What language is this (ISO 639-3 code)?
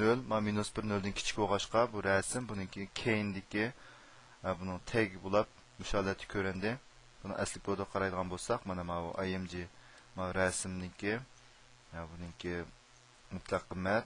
uig